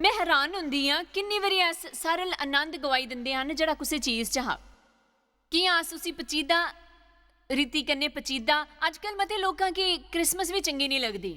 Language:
Dogri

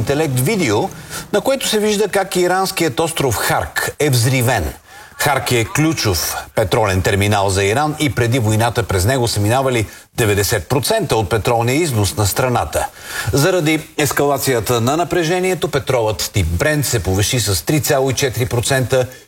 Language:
Bulgarian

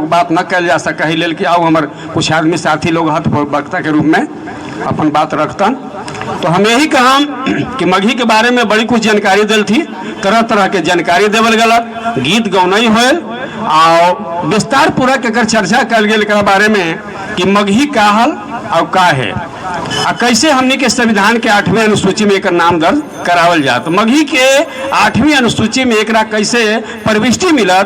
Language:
Magahi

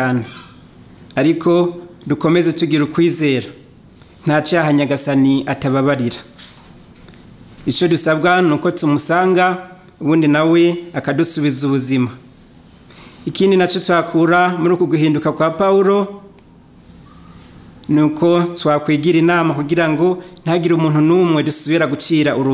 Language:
Kinyarwanda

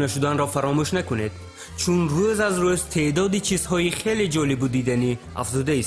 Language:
Tajik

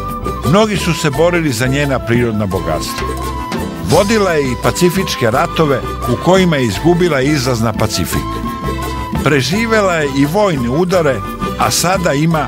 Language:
Serbian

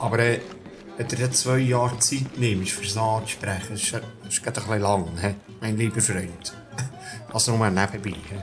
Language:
Swiss German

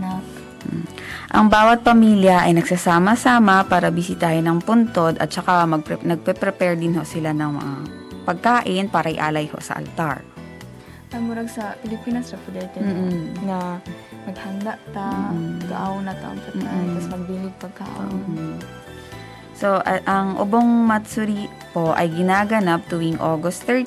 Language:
Filipino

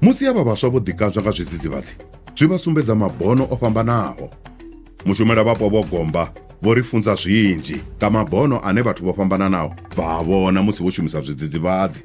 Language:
Venda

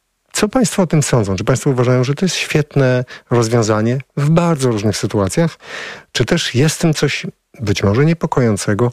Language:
Polish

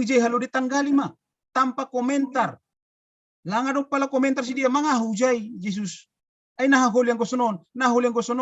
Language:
Batak Simalungun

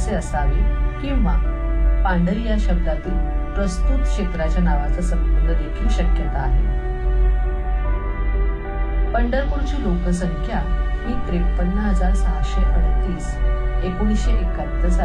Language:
Marathi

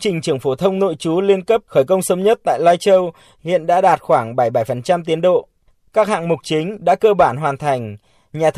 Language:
Vietnamese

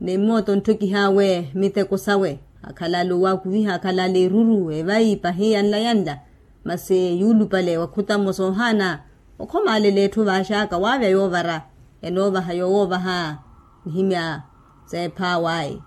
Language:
Makhuwa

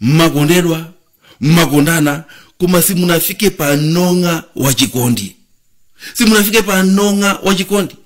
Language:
Nyanja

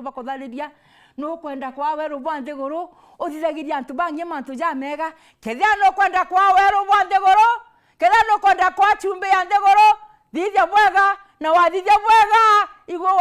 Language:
Meru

